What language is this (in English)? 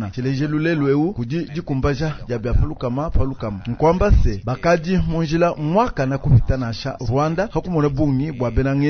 Luba-Lulua